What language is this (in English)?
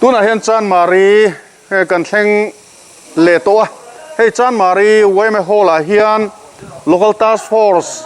Mizo